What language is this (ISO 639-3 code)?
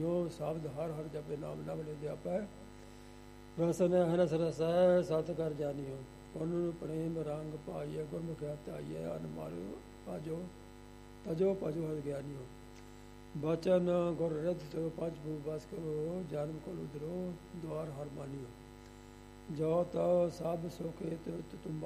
pan